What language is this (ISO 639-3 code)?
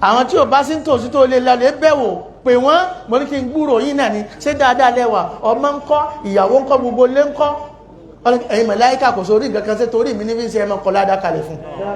yor